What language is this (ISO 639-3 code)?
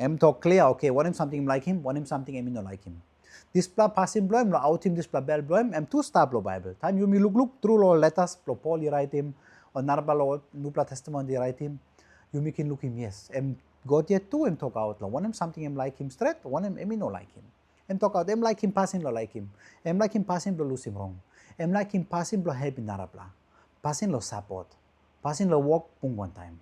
tpi